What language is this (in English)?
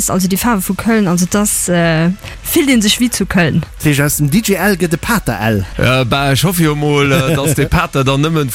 Luxembourgish